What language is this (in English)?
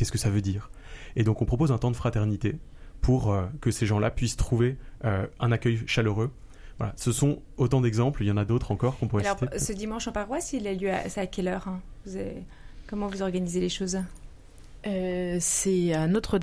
French